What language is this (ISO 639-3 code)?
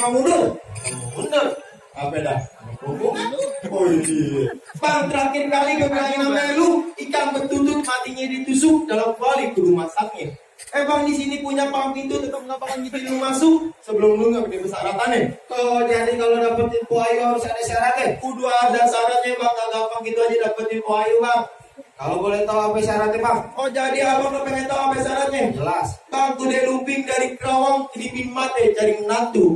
bew